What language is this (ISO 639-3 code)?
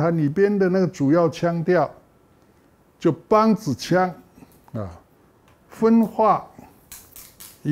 zho